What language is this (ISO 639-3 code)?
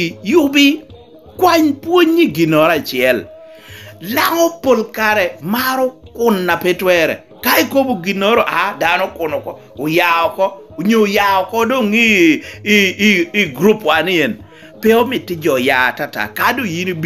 laj